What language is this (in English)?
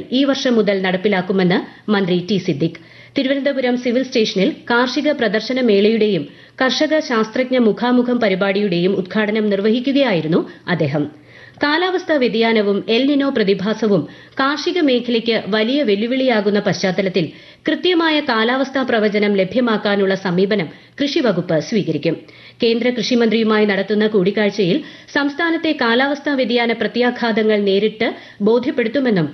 Malayalam